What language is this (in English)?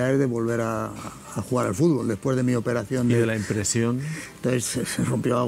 Spanish